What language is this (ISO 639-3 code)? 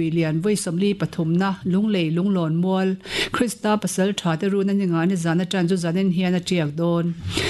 lus